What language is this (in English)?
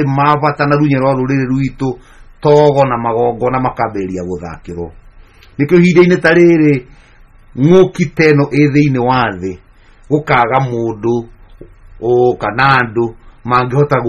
Kikuyu